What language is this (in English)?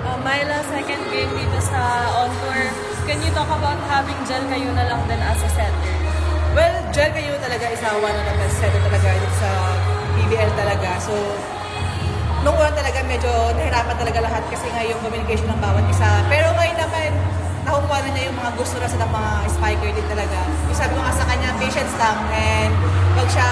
Filipino